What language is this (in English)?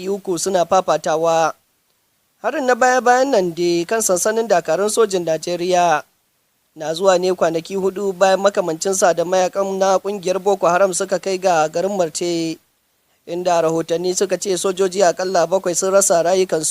Hausa